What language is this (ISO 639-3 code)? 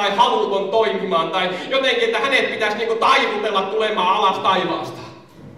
fin